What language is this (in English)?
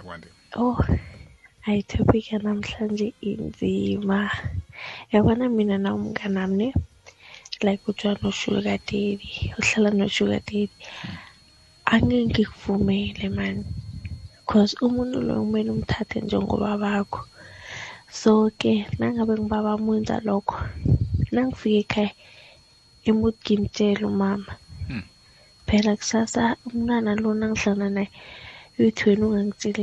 South Ndebele